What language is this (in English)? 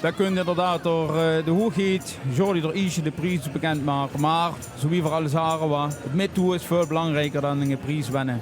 Limburgish